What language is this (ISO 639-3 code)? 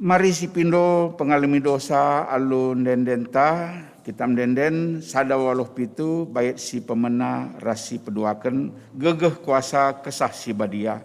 btx